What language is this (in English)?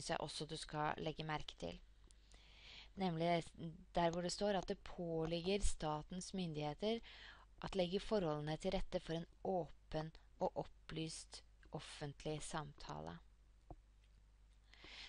Norwegian